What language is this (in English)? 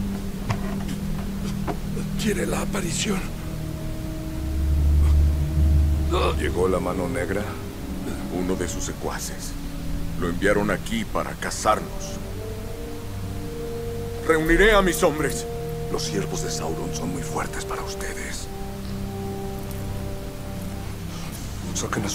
Spanish